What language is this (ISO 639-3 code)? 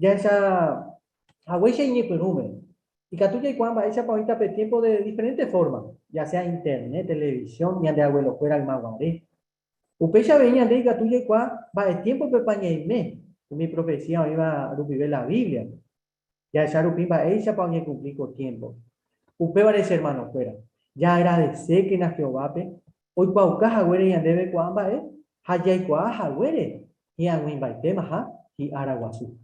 grn